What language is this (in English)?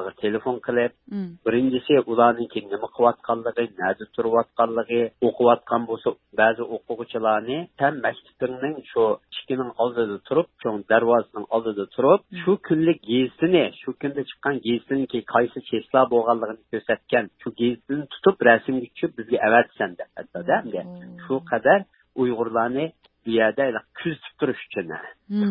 Uyghur